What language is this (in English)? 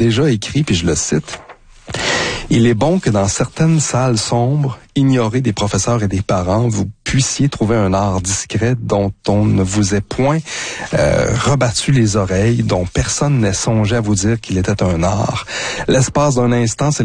French